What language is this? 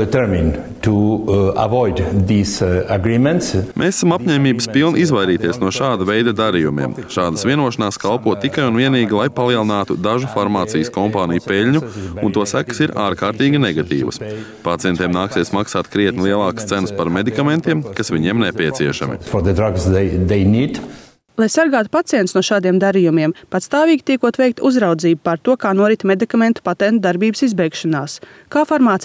Latvian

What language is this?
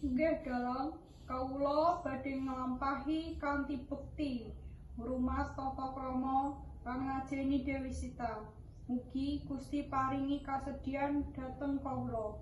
Javanese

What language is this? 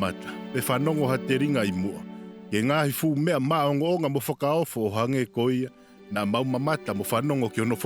Tongan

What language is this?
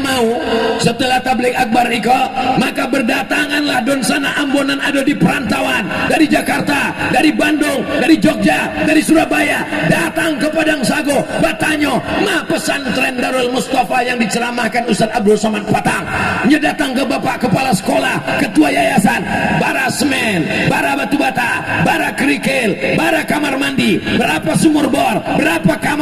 Minangkabau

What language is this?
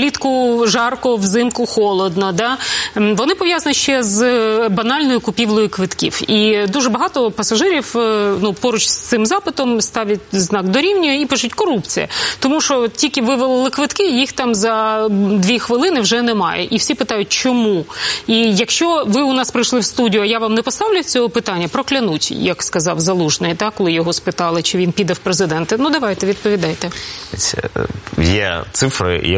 Ukrainian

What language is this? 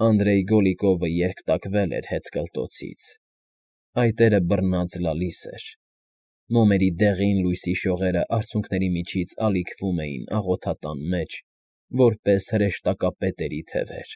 Armenian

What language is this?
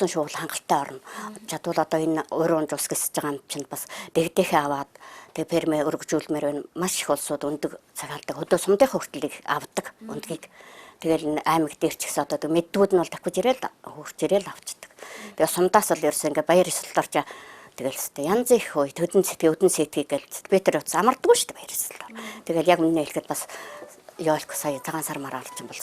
Mongolian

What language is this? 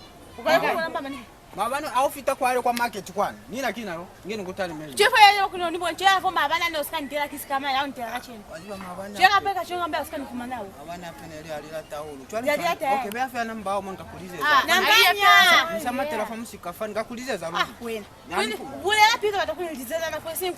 Lozi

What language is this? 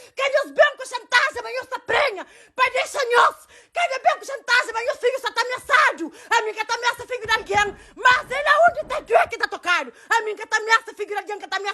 Kabuverdianu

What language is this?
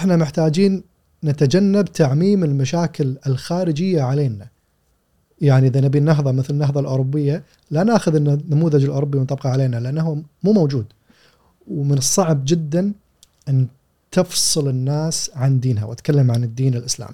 Gulf Arabic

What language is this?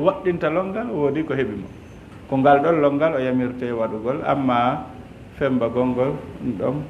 Fula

